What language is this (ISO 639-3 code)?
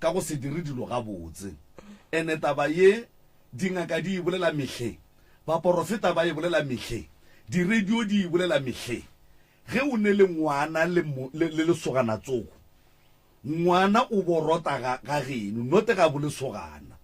nso